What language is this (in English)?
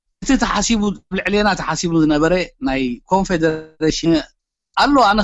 Tigrinya